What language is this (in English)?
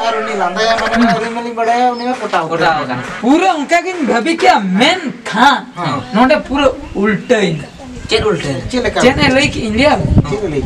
Santali